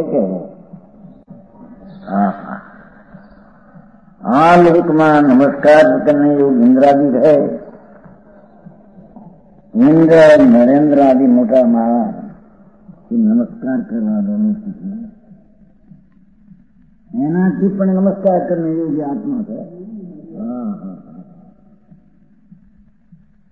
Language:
Gujarati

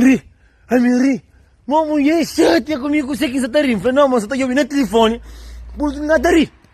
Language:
Kabuverdianu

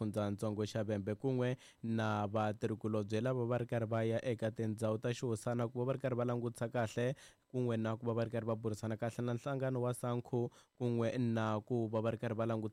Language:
Tsonga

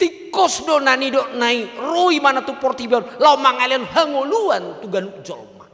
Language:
Batak Toba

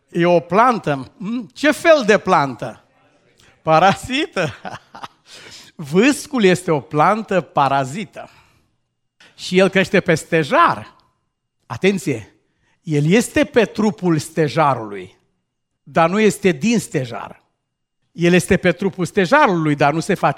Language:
Romanian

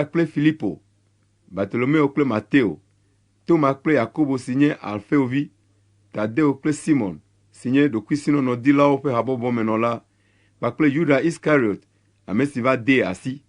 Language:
Ewe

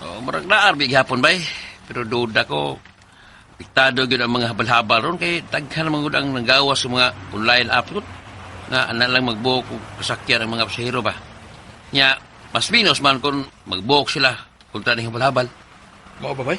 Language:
Cebuano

